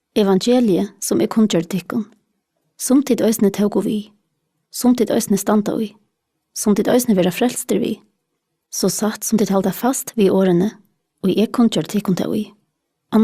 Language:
Faroese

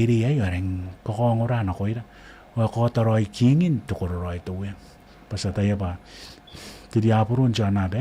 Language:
Gilbertese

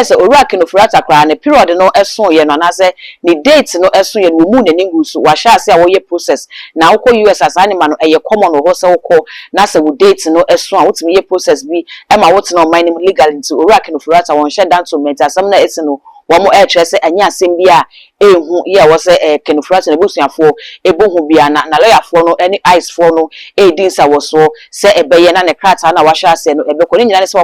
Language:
Akan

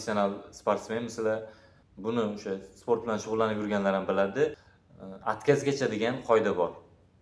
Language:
Uzbek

